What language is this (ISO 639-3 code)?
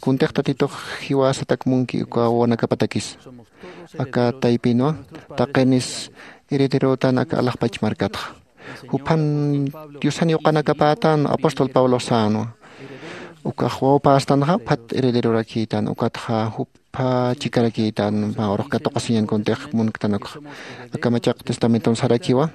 aym